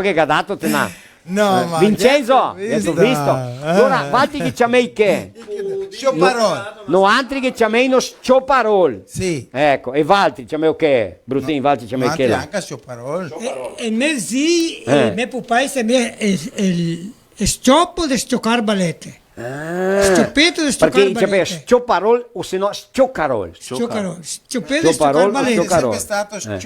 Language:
Venetian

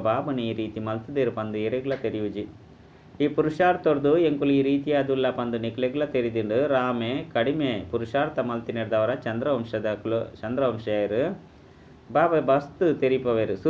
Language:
Tulu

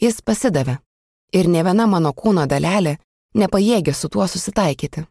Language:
Lithuanian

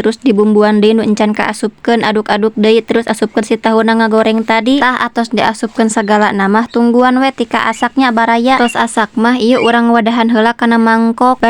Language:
Sundanese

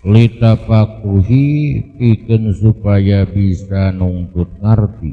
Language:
Sundanese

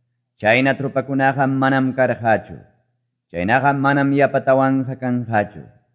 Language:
Quechua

